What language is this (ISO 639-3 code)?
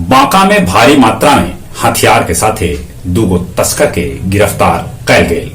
mag